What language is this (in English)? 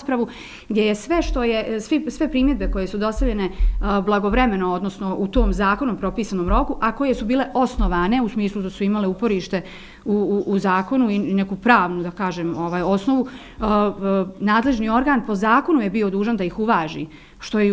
Bosnian